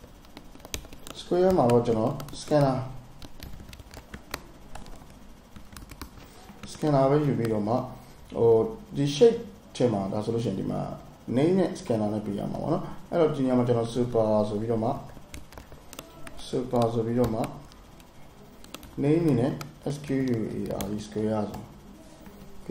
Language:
Burmese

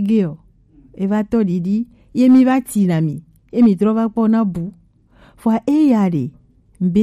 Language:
Gen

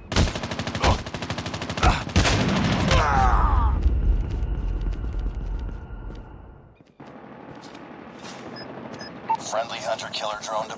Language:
English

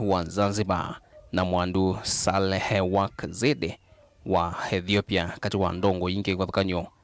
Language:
Kamba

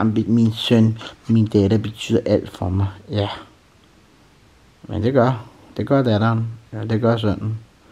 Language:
Danish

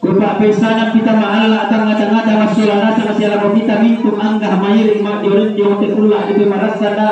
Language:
Toraja-Sa'dan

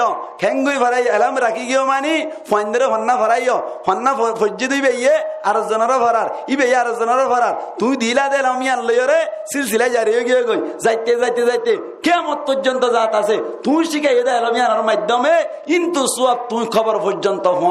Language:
Rohingya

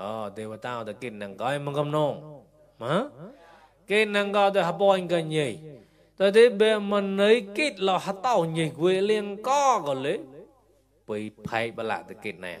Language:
Mon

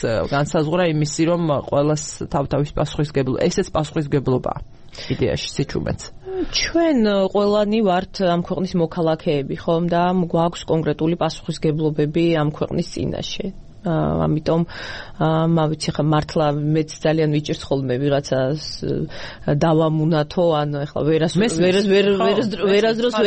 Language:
Georgian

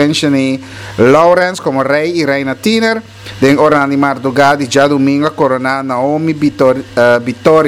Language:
Papiamento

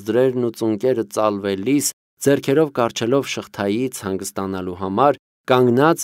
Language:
Armenian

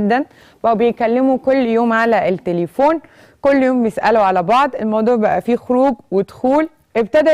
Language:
Egyptian Arabic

